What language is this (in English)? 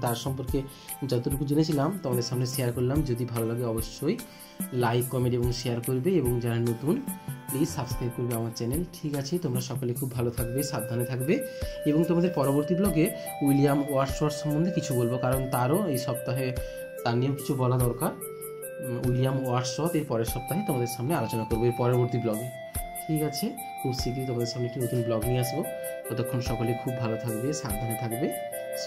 Bangla